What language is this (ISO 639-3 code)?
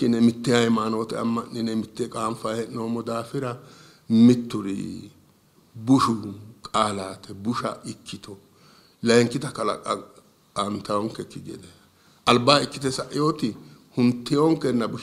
sid